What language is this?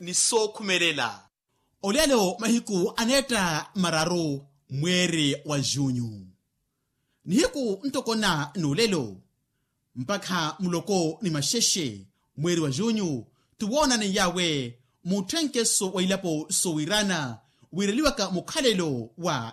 Makhuwa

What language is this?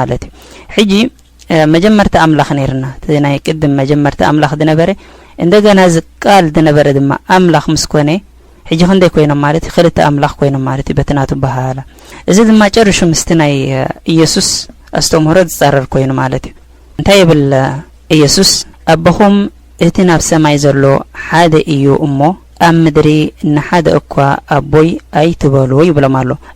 Tigrinya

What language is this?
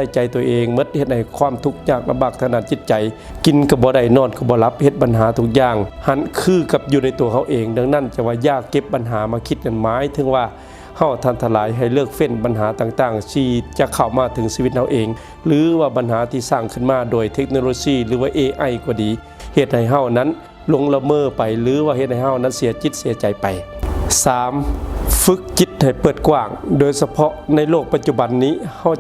Lao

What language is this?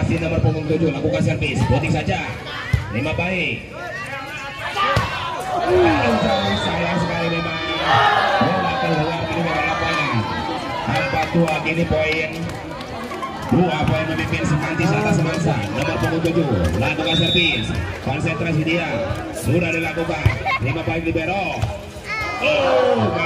Indonesian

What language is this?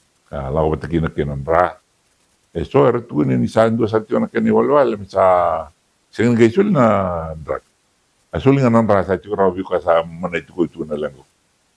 Fijian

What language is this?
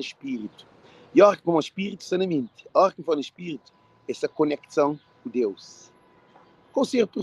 Kabuverdianu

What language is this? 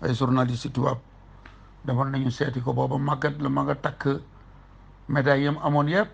Wolof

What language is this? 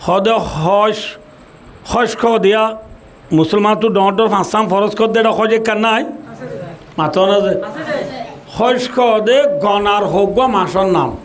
Rohingya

